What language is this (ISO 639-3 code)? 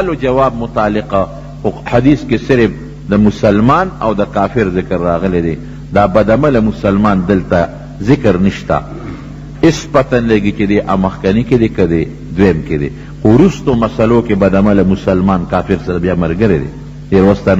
pus